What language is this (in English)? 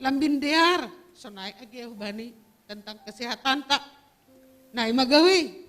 Batak Simalungun